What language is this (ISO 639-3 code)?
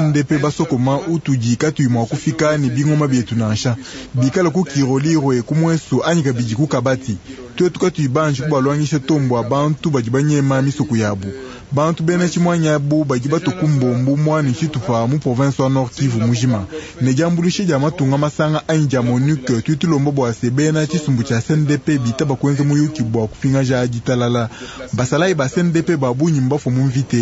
lua